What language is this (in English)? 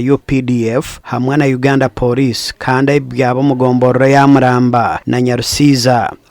Nyankole